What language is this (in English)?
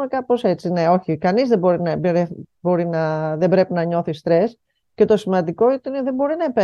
Greek